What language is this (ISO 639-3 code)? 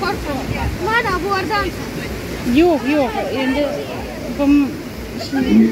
crh